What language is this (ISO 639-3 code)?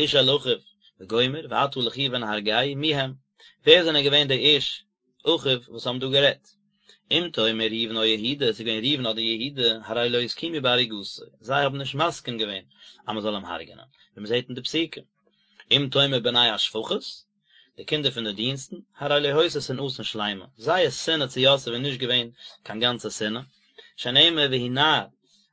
yid